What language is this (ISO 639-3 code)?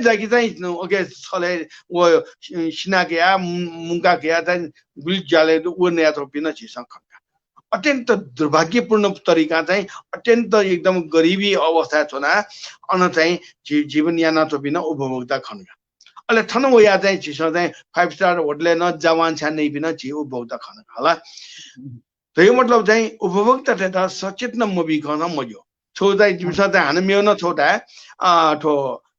new